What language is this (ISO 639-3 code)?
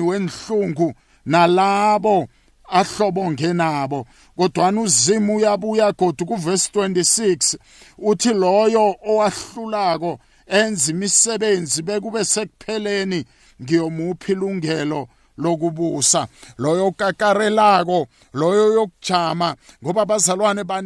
nbl